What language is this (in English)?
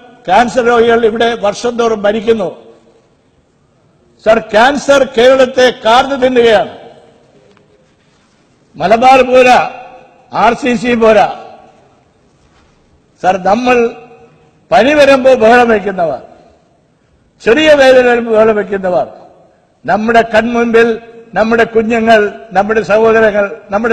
Malayalam